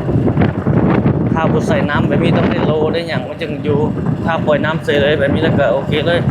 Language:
Lao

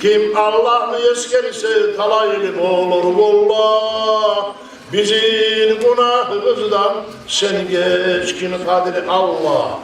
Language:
Kumyk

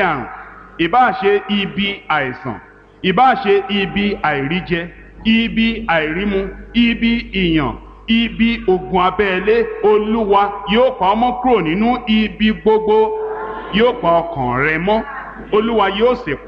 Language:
Yoruba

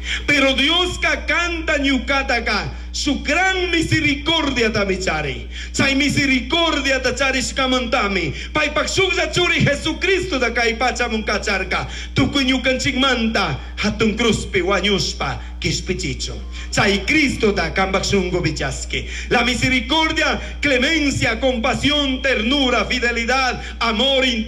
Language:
Chimborazo Highland Quichua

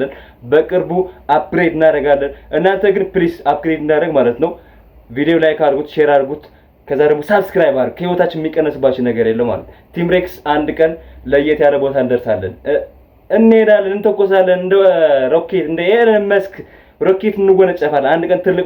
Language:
Amharic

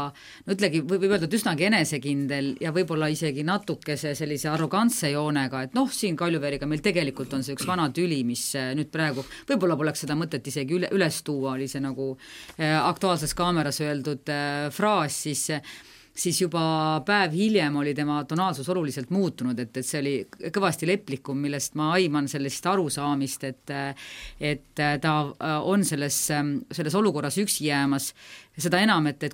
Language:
Estonian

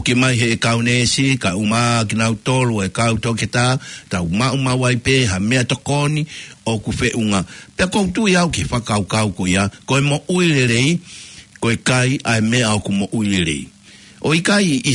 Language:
Tongan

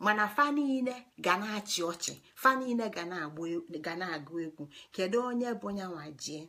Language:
Igbo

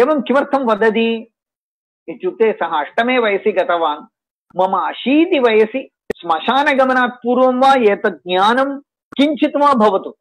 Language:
Sanskrit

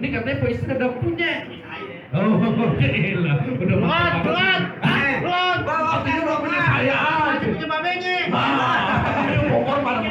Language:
Betawi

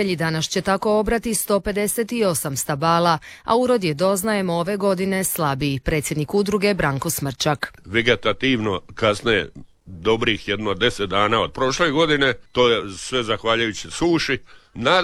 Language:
Croatian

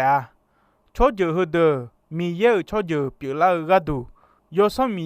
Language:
Akha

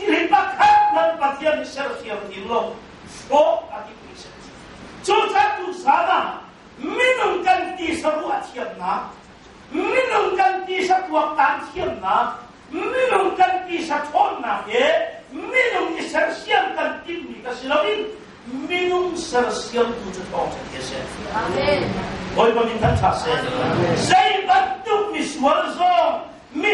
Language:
Hakha Chin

